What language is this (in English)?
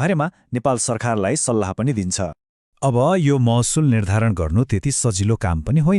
Nepali